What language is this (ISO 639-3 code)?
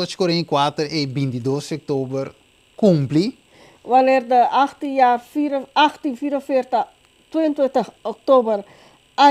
pap